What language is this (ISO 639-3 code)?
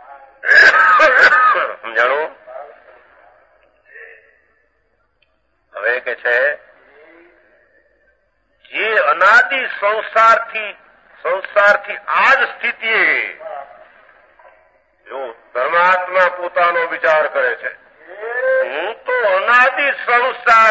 guj